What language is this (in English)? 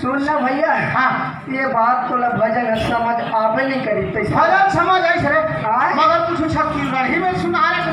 Chhattisgarhi